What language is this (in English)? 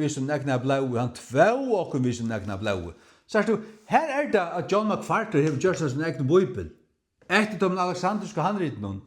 Faroese